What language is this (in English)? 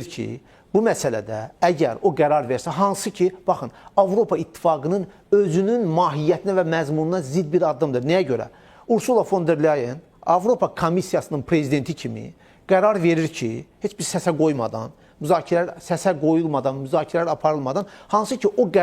Azerbaijani